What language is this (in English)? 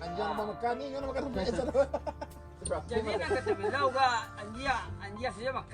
Minangkabau